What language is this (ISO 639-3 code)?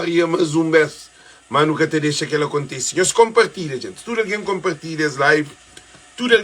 kea